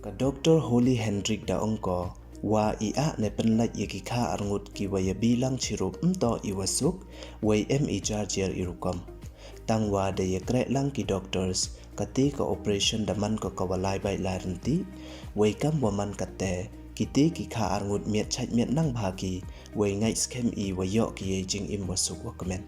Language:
Pnar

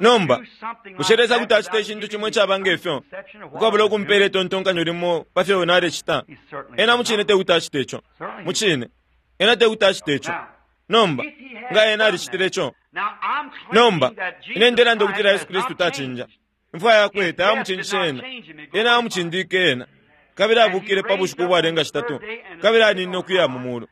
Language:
Bemba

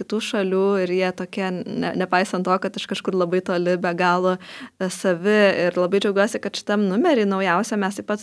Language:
Lithuanian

